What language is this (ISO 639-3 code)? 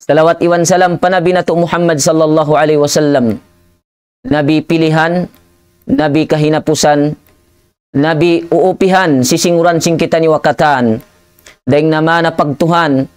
tsg